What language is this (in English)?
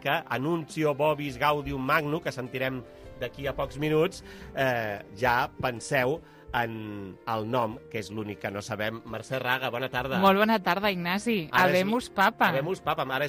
Catalan